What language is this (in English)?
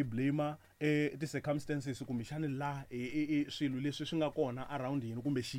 Tsonga